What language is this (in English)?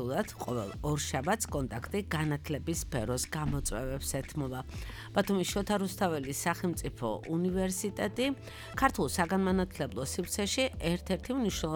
Georgian